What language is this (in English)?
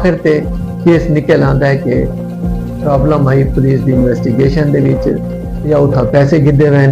Saraiki